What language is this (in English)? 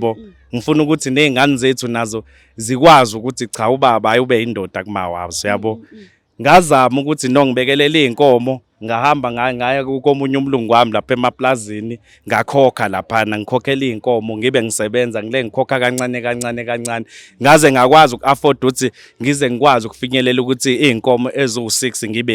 Zulu